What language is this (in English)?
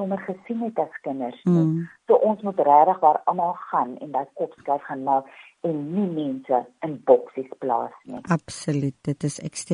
Afrikaans